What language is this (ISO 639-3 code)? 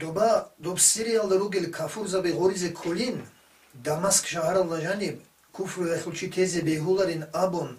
ava